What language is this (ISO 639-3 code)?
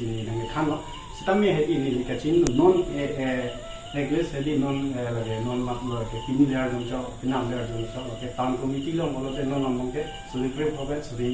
mjw